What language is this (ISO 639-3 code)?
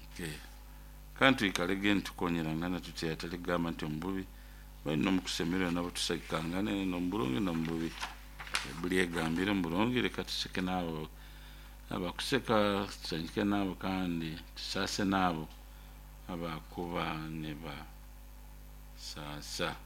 nyo